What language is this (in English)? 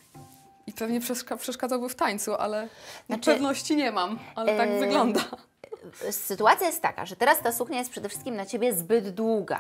Polish